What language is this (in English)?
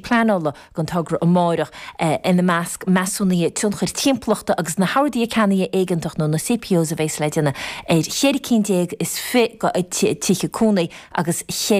Irish